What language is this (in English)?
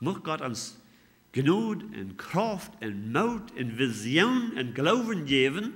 Plautdietsch